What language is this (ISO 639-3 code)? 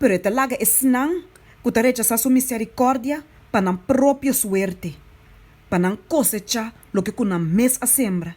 pap